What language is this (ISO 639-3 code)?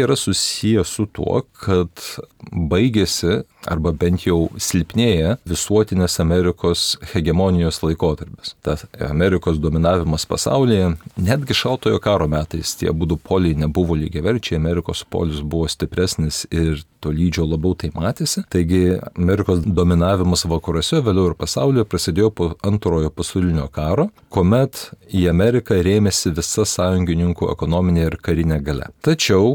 lit